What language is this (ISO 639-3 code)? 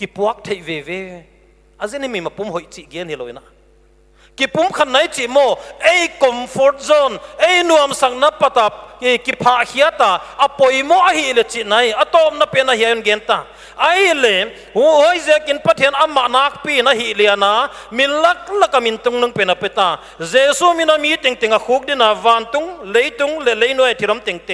pck